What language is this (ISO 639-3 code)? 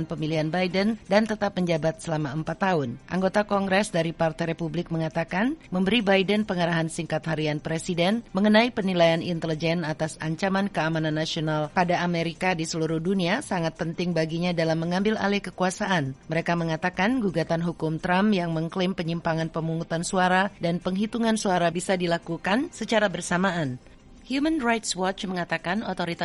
ind